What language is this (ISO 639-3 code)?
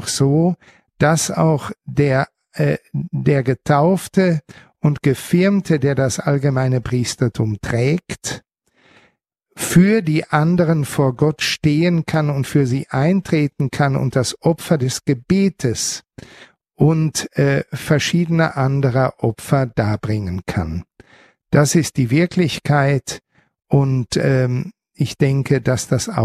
deu